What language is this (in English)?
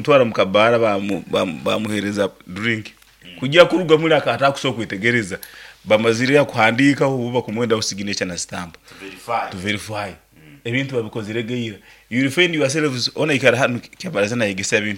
Nyankole